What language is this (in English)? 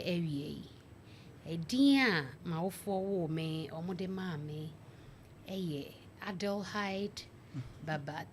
Akan